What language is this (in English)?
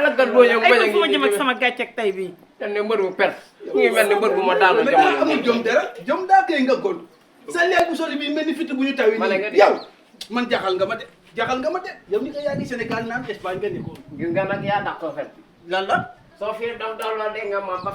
Wolof